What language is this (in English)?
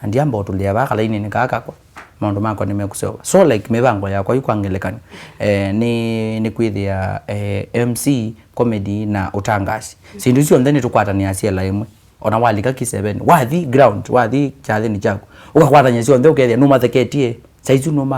Kamba